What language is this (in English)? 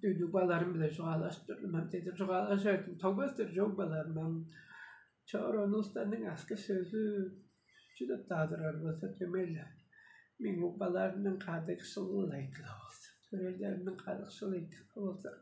Tuvinian